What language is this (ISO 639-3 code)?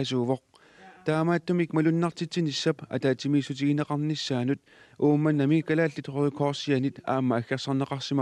kal